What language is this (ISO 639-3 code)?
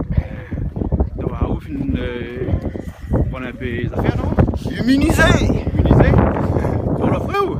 rcf